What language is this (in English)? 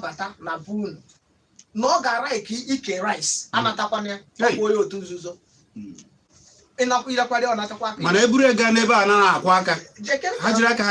Igbo